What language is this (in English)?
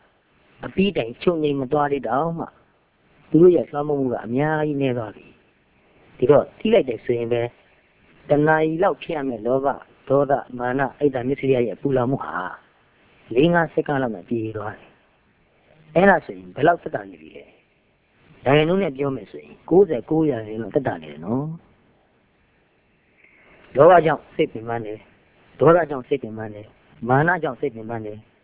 Burmese